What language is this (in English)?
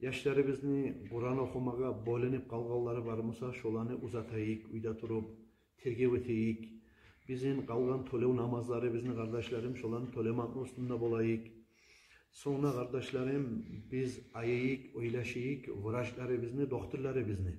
Kumyk